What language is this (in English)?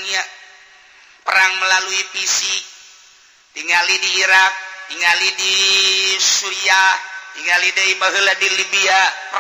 Sundanese